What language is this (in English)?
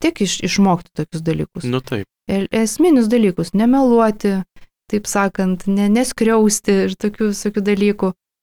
Lithuanian